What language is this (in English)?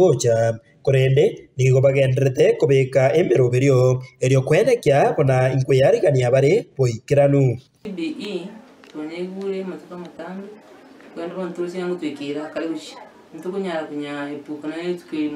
Gusii